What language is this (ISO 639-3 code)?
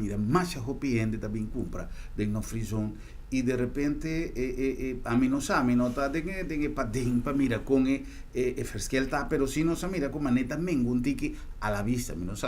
pap